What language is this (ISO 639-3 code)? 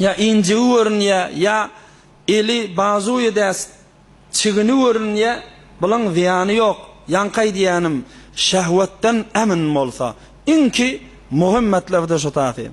tuk